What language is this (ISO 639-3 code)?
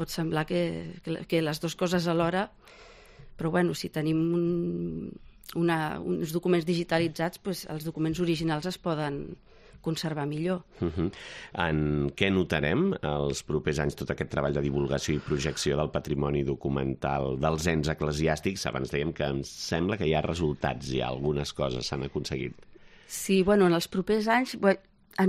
cat